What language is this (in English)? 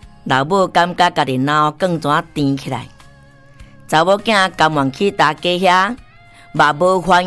Min Nan Chinese